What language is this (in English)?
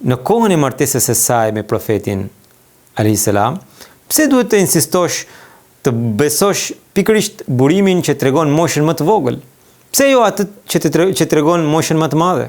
Albanian